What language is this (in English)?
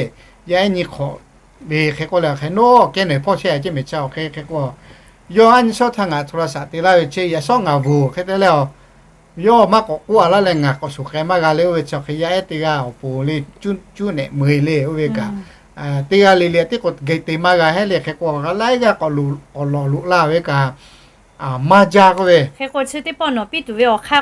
Lahu